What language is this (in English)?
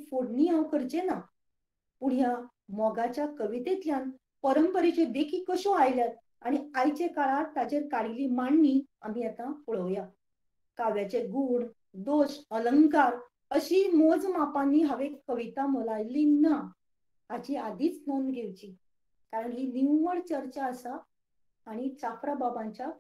Konkani